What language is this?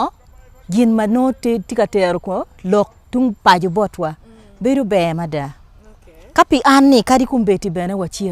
Acoli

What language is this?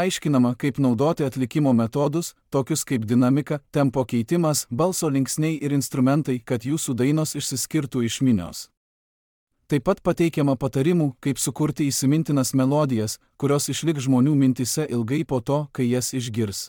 Lithuanian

